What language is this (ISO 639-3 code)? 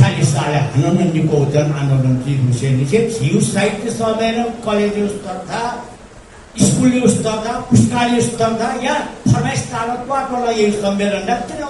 new